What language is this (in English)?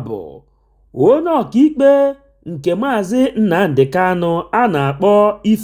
Igbo